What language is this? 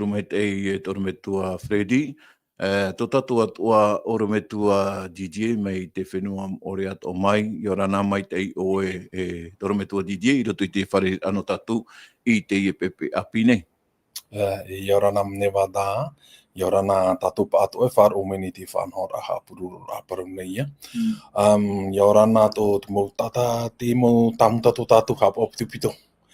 Tahitian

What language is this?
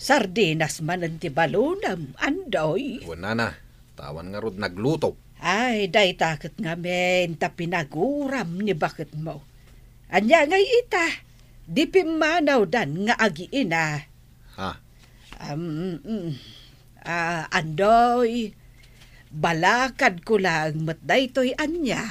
Iloko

